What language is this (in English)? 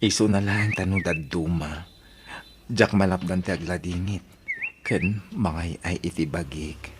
Iloko